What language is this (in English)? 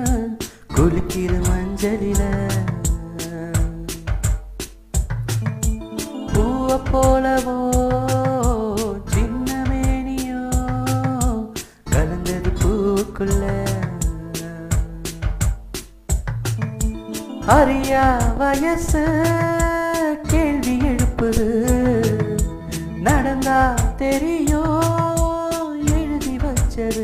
Tamil